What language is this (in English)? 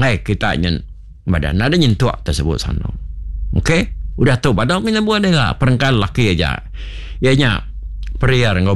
Iban